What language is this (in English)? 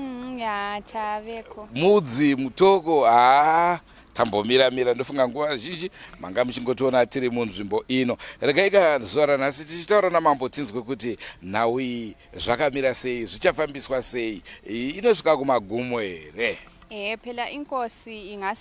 Shona